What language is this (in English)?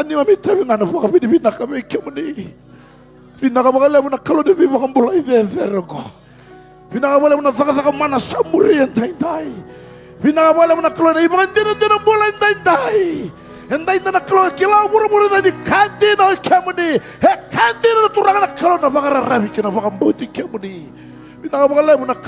Fijian